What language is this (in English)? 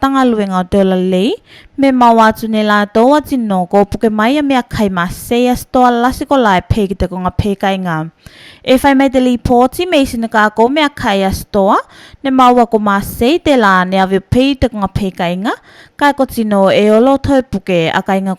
Tuvalu